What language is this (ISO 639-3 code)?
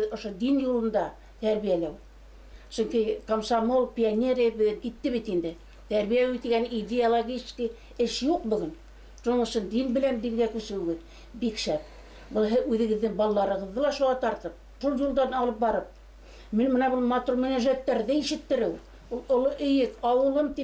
bak